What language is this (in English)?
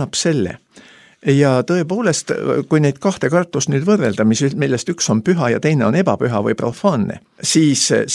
Estonian